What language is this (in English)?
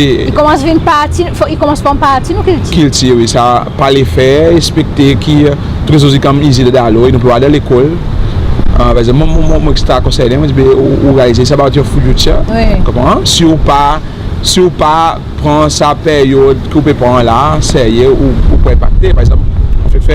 Seselwa Creole French